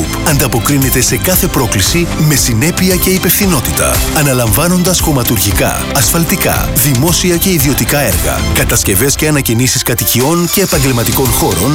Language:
Greek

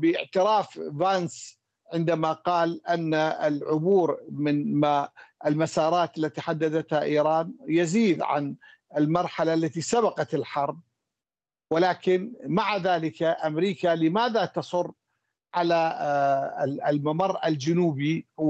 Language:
Arabic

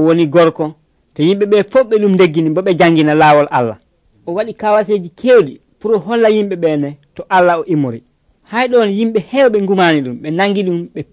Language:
Nigerian Fulfulde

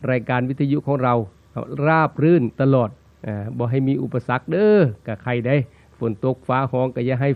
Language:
Northeastern Thai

